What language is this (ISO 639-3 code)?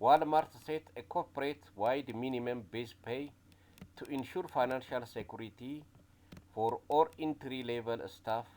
amh